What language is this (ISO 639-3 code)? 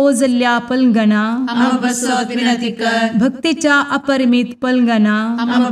kok